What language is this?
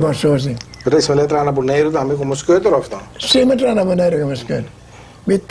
Papiamento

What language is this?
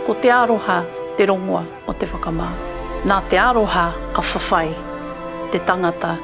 Māori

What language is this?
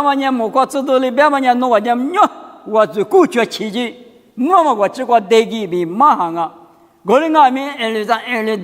Lisu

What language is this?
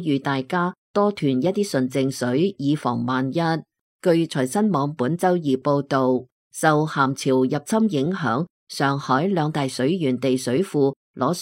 Cantonese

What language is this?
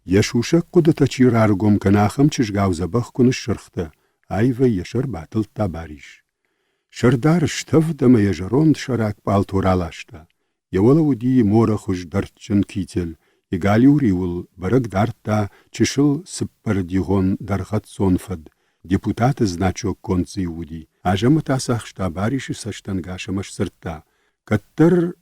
Ossetic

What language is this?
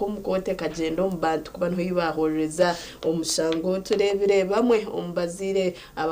Nyankole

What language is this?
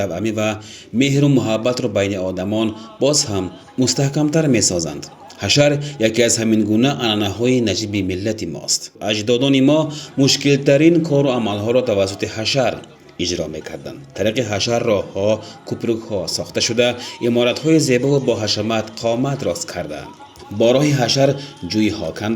Tajik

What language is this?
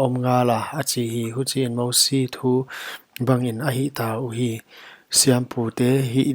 Paite Chin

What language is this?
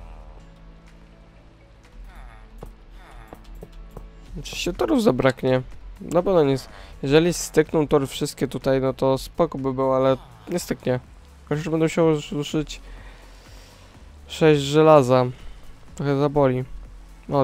Polish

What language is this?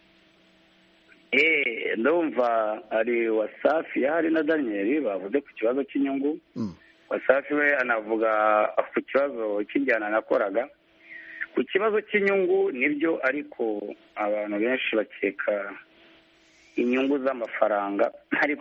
Kinyarwanda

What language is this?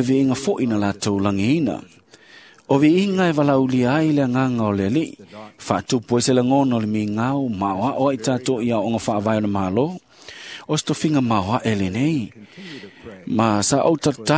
Samoan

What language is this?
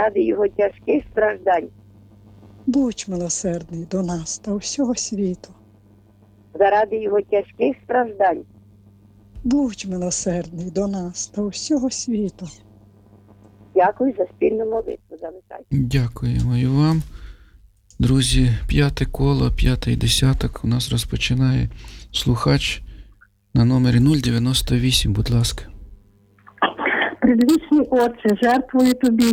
Ukrainian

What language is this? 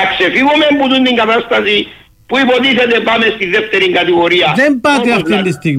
Greek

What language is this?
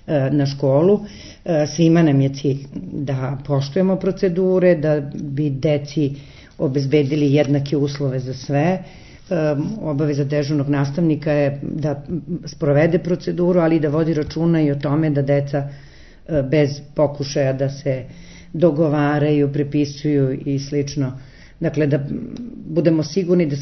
Serbian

